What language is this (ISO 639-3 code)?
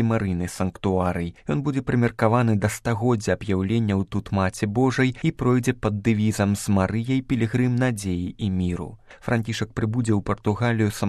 bel